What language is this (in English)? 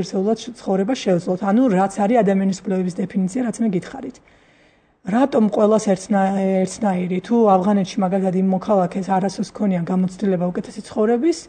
Georgian